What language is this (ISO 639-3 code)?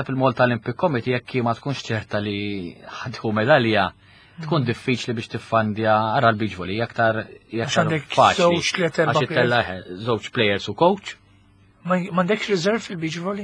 mlt